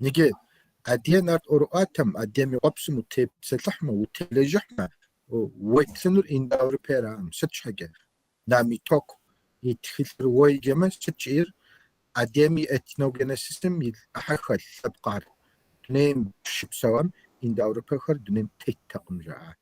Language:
Kabardian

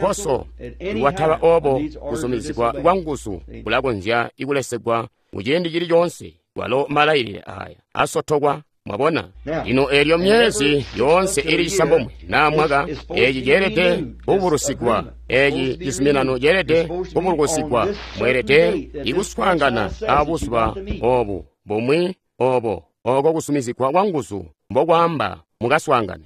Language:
Tonga (Zambia)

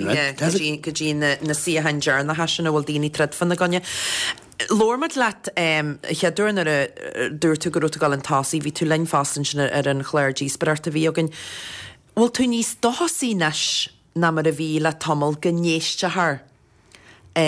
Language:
Irish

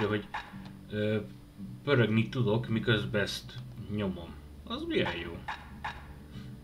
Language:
Hungarian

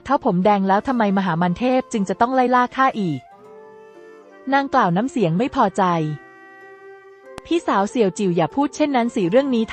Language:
Thai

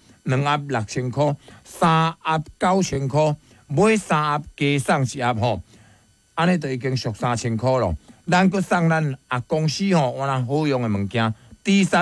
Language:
Min Nan Chinese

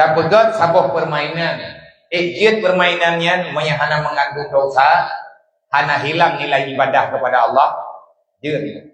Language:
Achinese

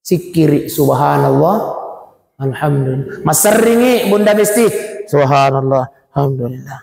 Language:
Buginese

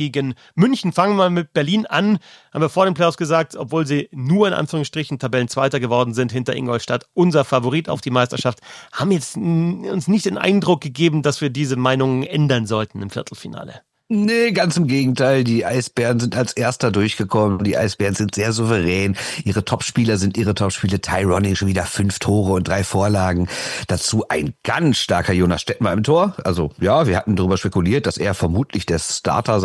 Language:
German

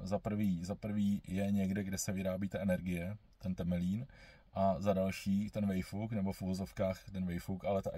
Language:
Czech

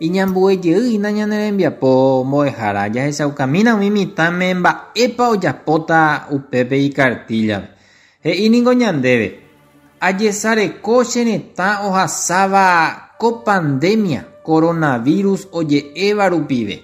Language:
Guarani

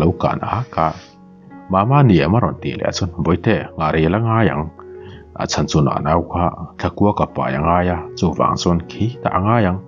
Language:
Mizo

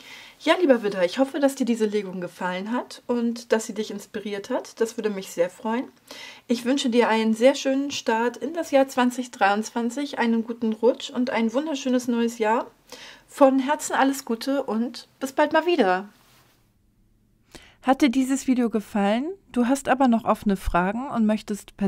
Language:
German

